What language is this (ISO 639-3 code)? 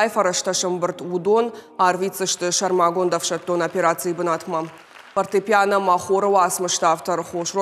oss